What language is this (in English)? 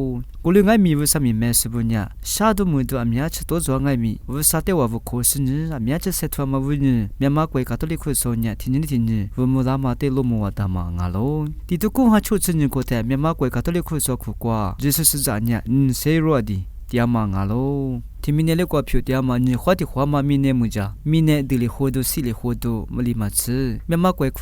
Lisu